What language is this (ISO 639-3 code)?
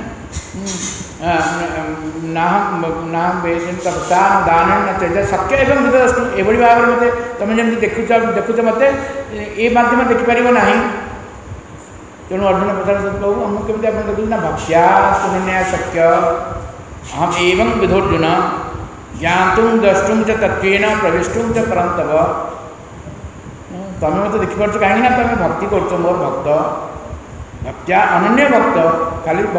ori